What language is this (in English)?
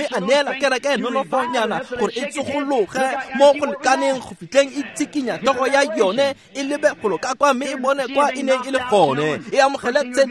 Tswana